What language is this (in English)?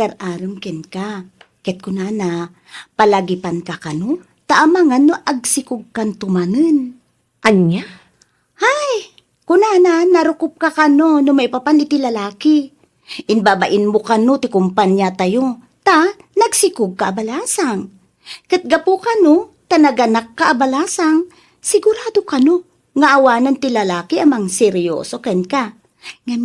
Iloko